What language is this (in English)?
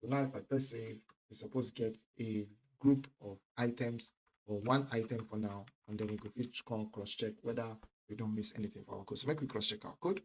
Nigerian Pidgin